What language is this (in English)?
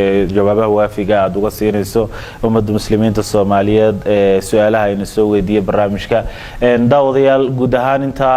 Somali